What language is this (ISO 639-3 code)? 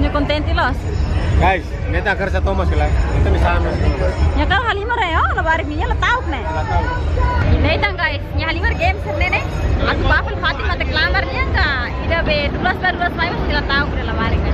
tet